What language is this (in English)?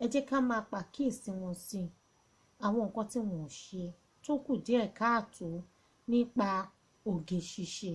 Yoruba